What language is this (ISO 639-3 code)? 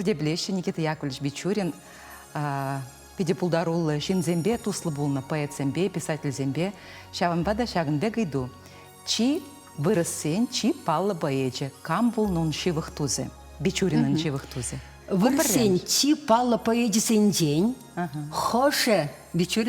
chv